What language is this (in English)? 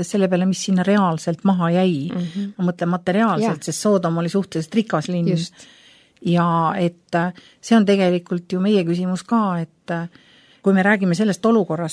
Estonian